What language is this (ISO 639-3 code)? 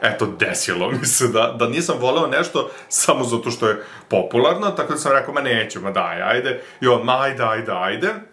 srp